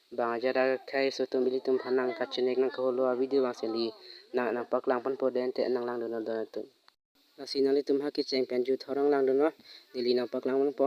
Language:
Karbi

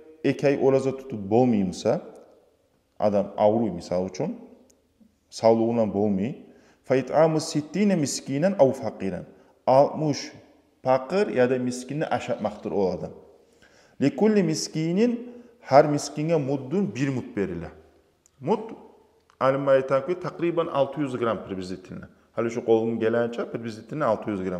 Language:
Kumyk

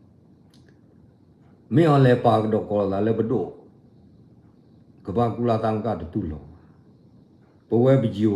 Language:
S'gaw Karen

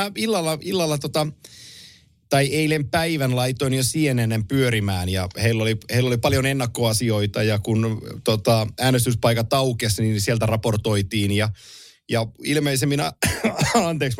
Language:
Finnish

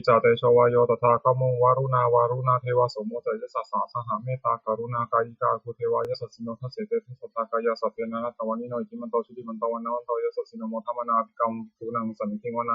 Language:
Pali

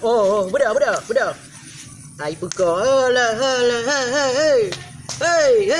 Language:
Achinese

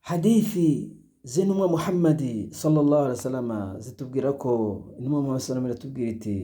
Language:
Kinyarwanda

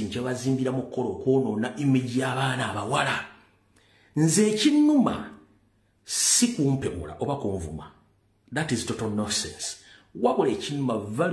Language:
Ganda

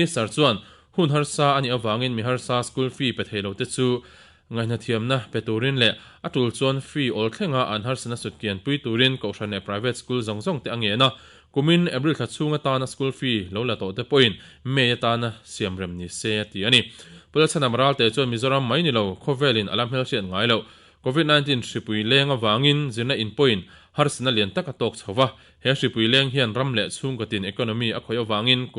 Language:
Mizo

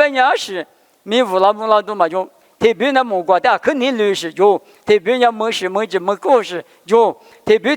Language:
Lisu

